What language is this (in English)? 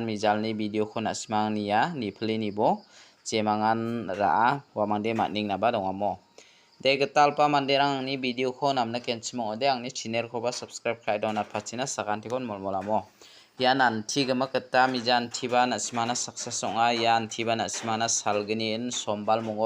Garo